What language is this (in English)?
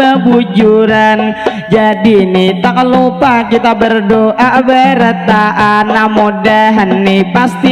Banjar